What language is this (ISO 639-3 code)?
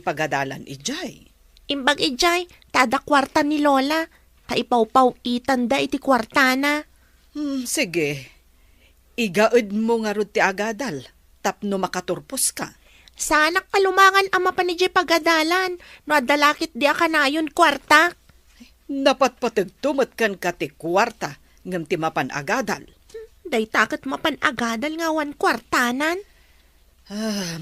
ilo